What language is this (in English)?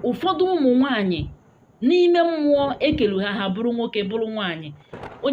Igbo